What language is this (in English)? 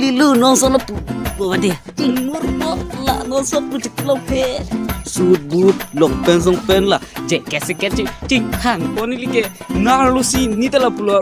Karbi